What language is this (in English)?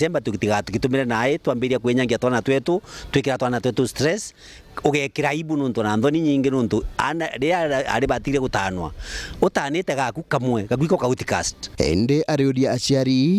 Meru